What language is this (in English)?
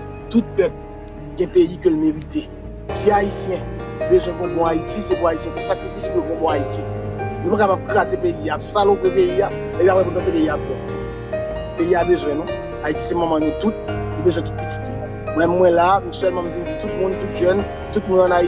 Haitian Creole